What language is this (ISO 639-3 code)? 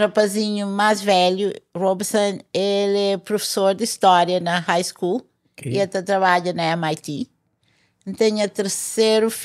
kea